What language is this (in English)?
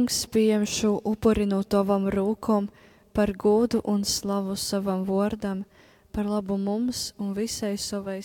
Latgalian